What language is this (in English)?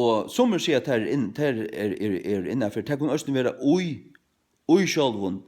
Faroese